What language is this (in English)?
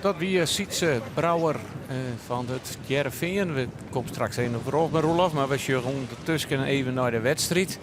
Western Frisian